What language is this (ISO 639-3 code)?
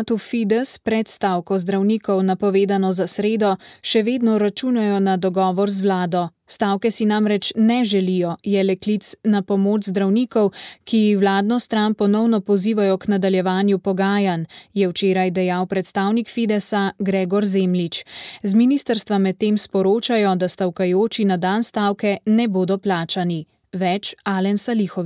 slv